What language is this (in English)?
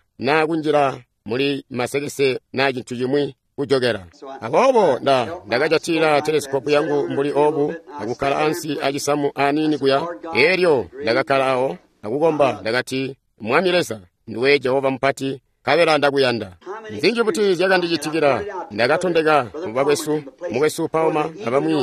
Tonga (Zambia)